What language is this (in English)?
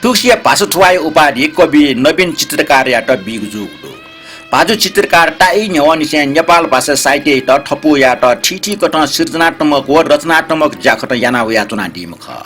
Newari